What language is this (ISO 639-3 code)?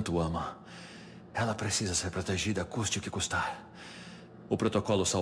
por